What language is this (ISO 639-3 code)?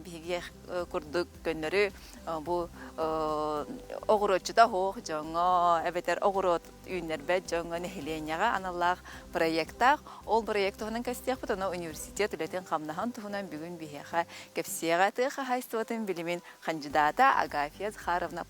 sah